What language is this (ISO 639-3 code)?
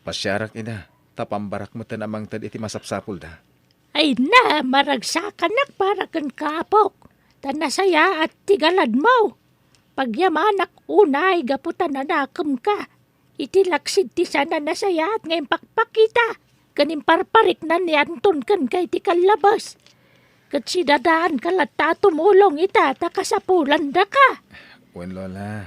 ilo